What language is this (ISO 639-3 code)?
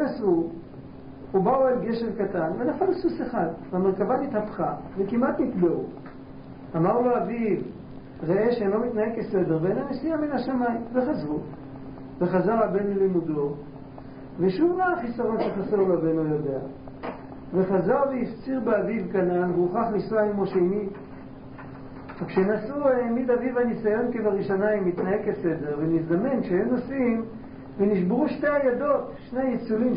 heb